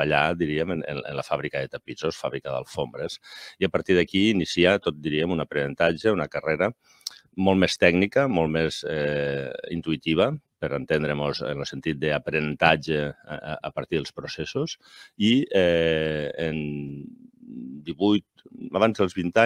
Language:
Catalan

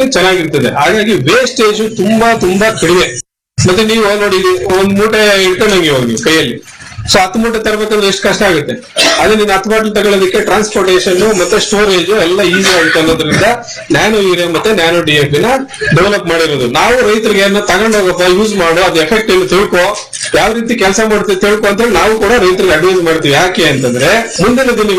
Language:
Kannada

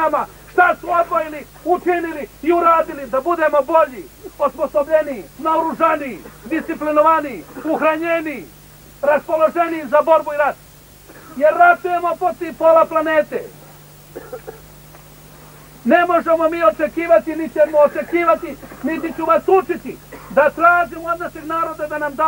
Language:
Serbian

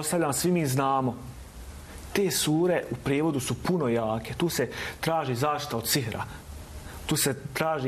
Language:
Bosnian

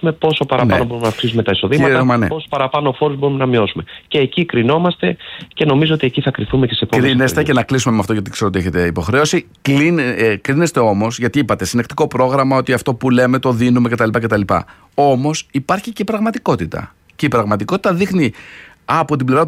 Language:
Greek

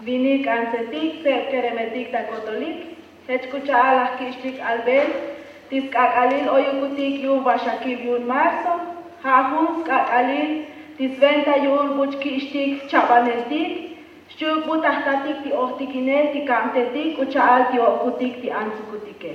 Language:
Tzotzil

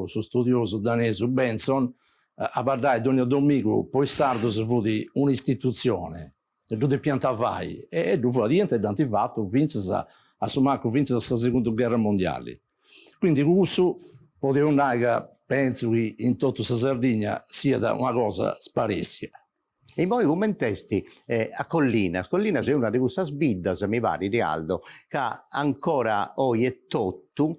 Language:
Sardinian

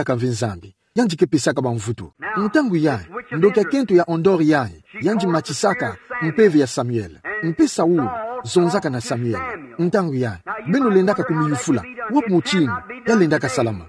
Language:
Kituba (Democratic Republic of Congo)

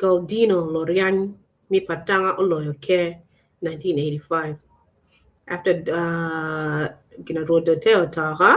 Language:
Acoli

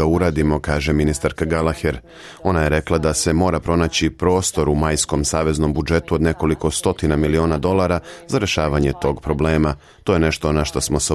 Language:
Serbian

